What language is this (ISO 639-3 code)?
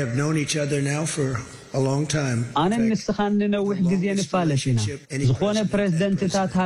tir